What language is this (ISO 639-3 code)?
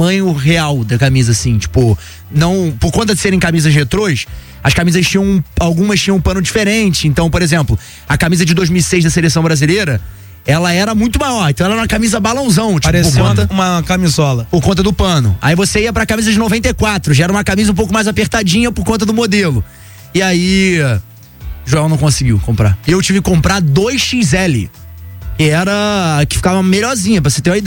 por